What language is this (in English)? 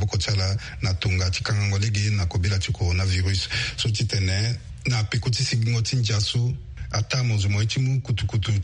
Sango